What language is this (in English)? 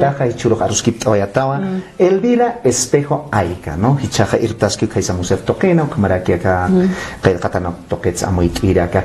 Aymara